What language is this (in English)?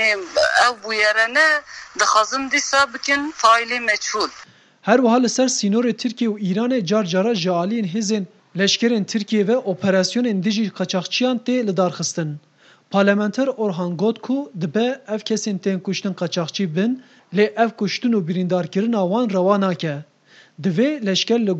Kurdish